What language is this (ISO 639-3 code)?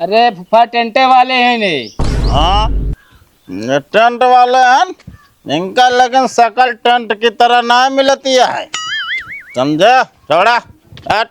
awa